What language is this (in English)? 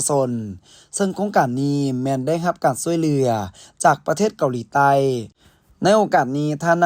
Lao